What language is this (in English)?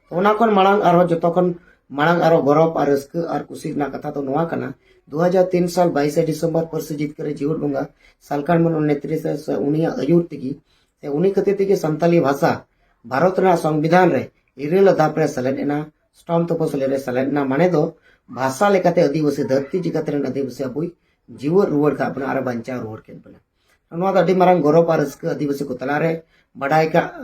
Santali